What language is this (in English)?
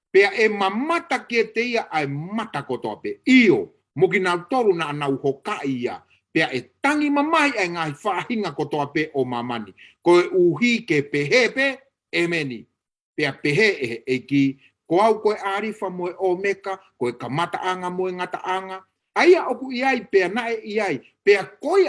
Tongan